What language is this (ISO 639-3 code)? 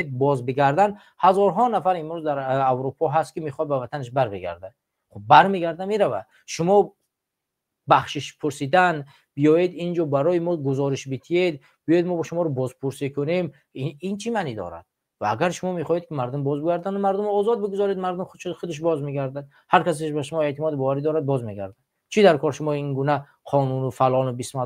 tgk